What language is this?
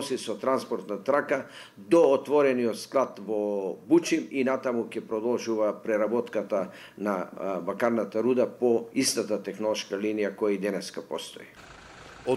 Macedonian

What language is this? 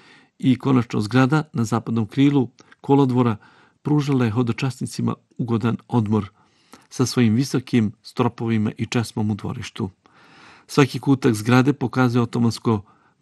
Bosnian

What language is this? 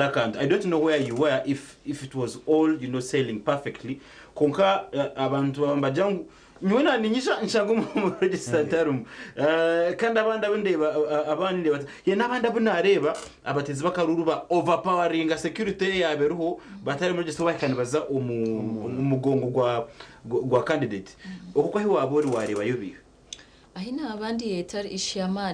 Nyankole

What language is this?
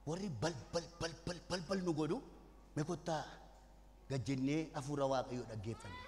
Oromo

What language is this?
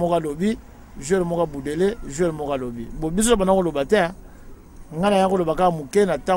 Lingala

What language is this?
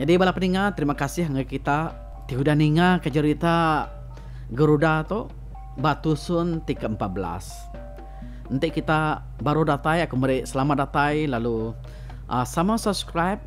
Iban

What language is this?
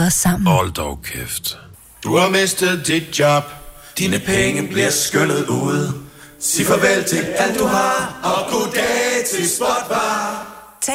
Danish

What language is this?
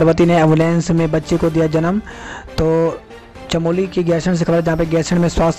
Hindi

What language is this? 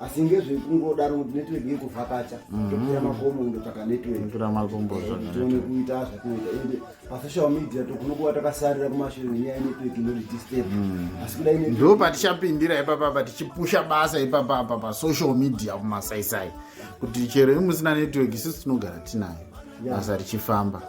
Shona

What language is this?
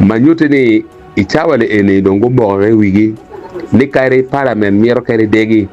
Acoli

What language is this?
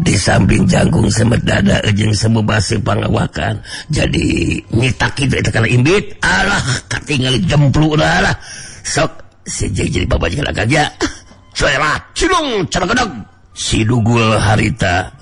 Sundanese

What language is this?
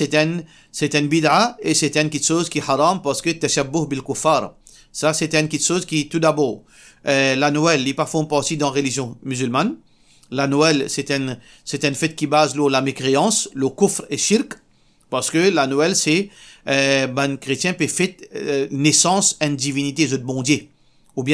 Morisyen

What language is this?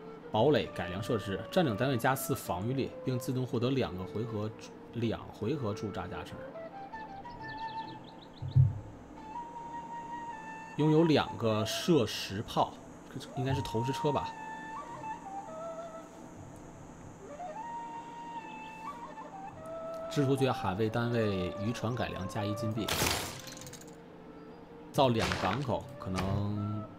Chinese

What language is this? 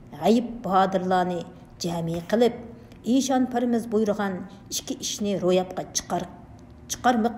Uyghur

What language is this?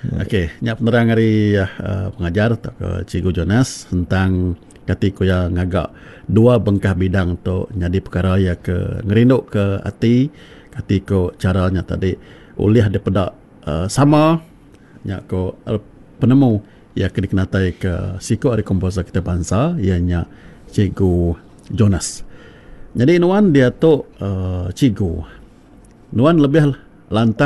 Iban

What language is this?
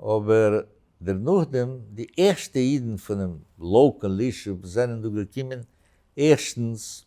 Yiddish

